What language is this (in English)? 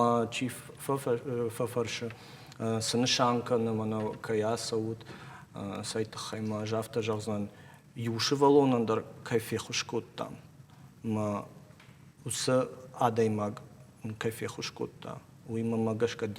Ossetic